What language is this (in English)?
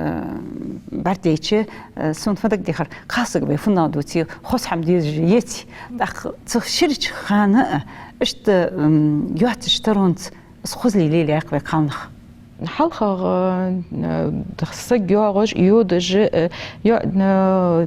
Ingush